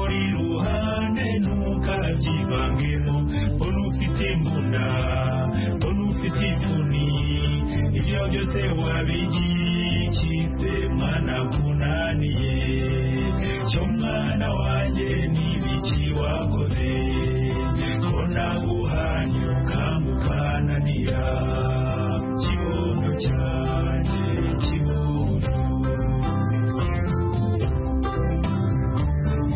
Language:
Kinyarwanda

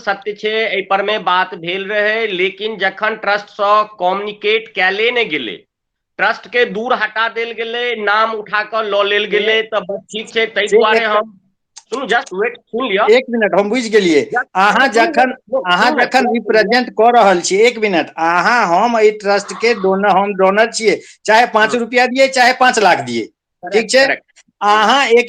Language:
Maithili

